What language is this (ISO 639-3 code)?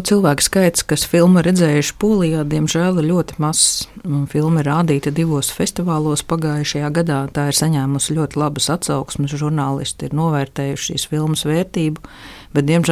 lav